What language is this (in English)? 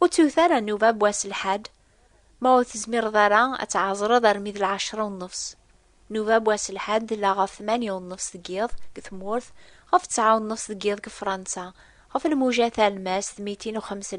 Kabyle